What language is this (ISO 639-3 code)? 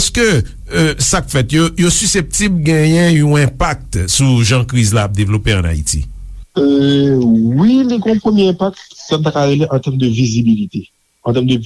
hat